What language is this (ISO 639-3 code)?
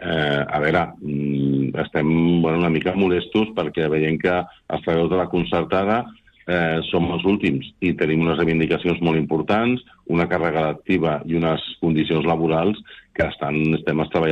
cat